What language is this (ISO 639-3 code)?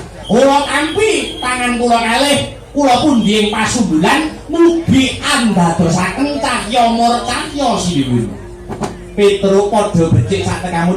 jav